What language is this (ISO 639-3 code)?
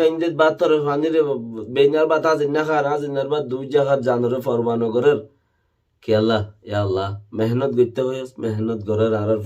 rhg